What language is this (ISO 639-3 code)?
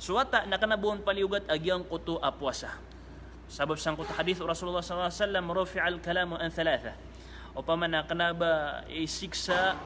mrw